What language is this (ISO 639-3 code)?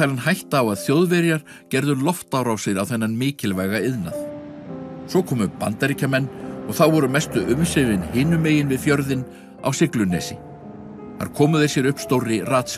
isl